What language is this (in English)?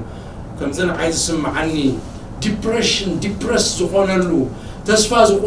Tigrinya